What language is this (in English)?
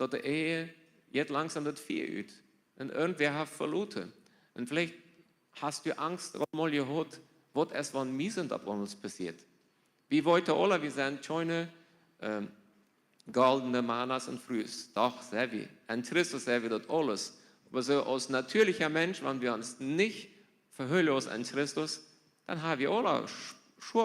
Plautdietsch